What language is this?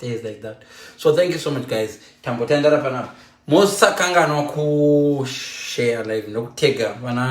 Shona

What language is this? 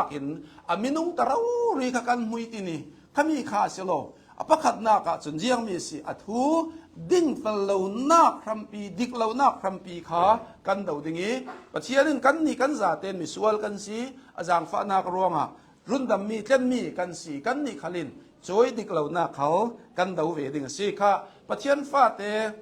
Hakha Chin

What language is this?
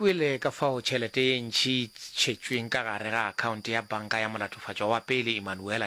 Northern Sotho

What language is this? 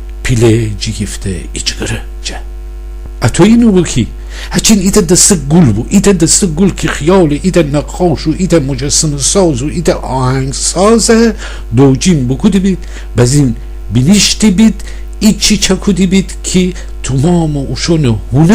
Gilaki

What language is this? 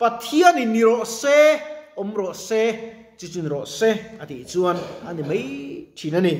Mizo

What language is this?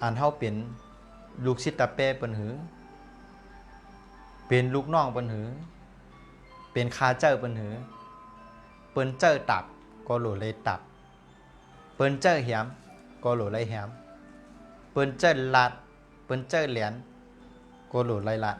Shan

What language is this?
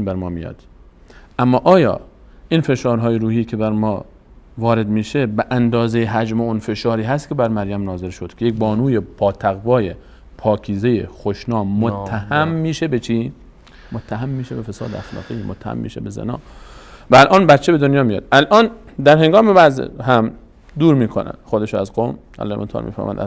Persian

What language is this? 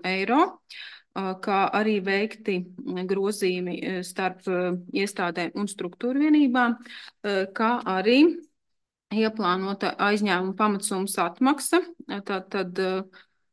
Latvian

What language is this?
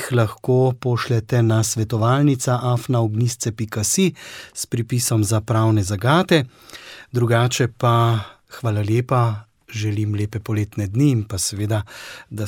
Slovenian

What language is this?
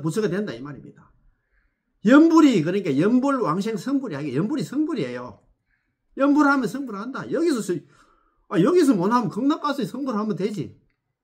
Korean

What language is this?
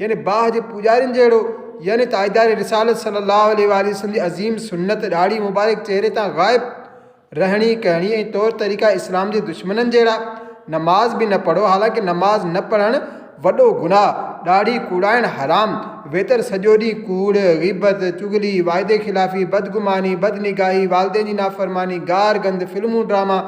Sindhi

